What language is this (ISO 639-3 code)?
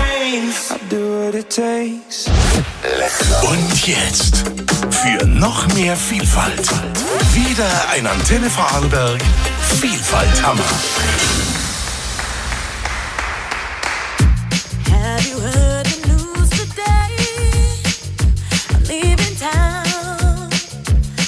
deu